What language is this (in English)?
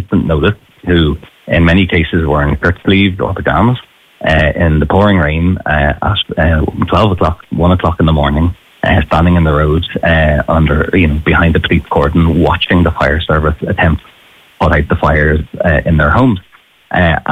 English